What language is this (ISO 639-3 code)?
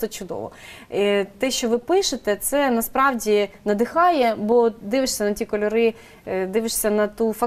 ukr